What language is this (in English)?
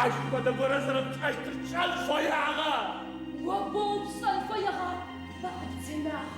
Adyghe